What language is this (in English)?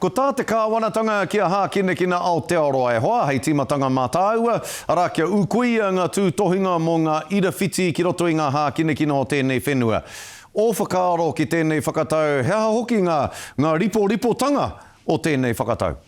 Māori